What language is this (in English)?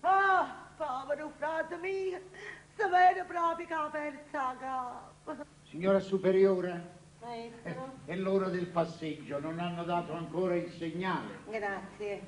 Neapolitan